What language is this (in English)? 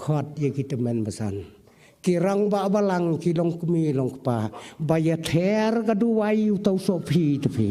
Khasi